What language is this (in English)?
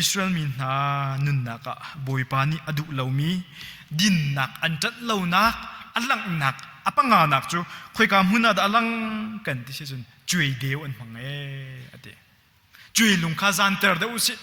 Hakha Chin